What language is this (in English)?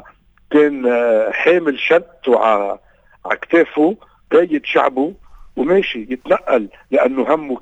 North Levantine Arabic